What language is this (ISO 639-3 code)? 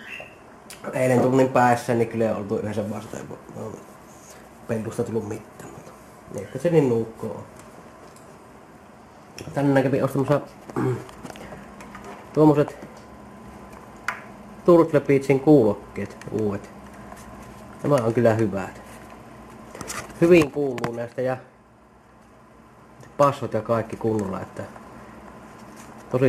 fin